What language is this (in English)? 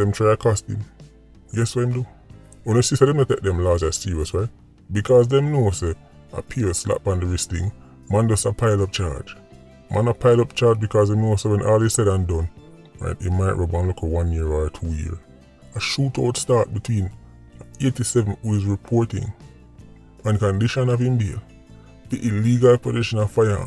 Jamaican Creole English